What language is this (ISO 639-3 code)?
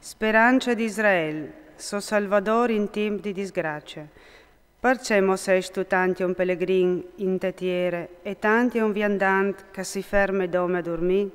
fur